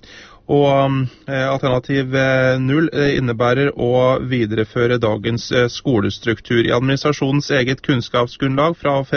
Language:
Norwegian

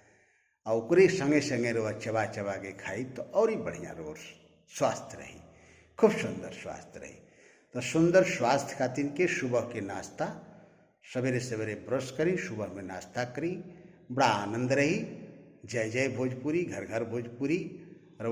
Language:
Bhojpuri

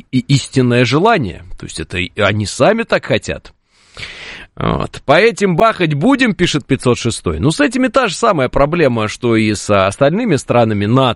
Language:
Russian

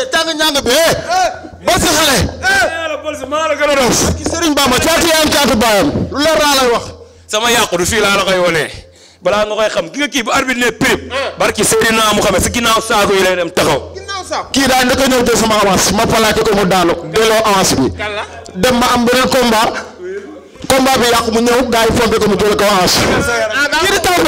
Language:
Wolof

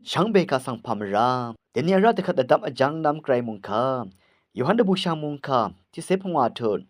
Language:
Rawang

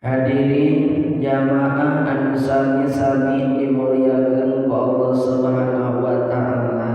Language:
Sundanese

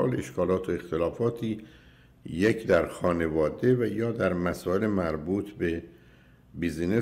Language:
Persian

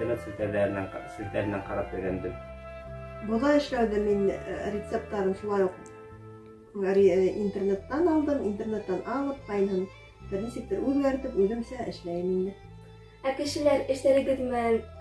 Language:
Bashkir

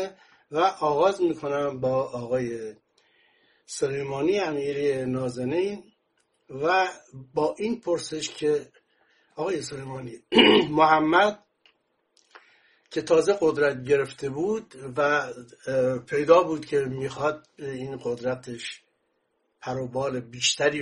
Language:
Persian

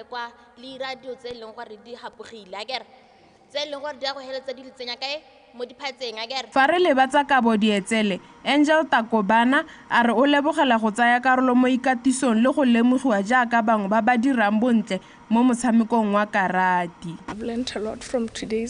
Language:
Tswana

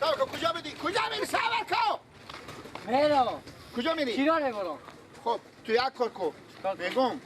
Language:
Persian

